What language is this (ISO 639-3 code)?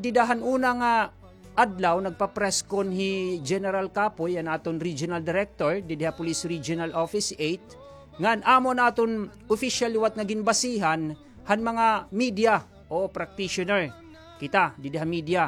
war